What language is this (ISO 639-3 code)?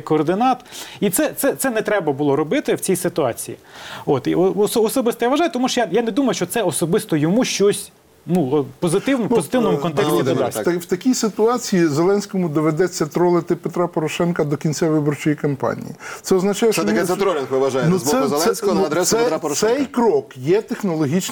ukr